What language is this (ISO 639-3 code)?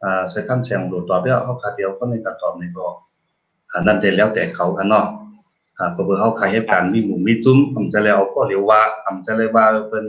shn